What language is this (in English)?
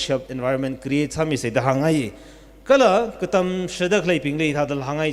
Tangkhul Naga (India)